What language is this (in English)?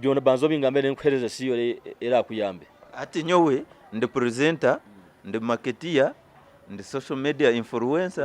Nyankole